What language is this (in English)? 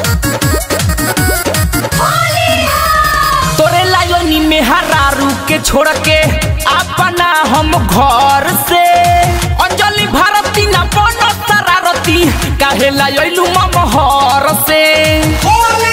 Bhojpuri